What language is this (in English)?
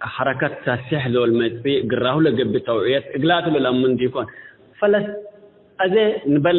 Tigre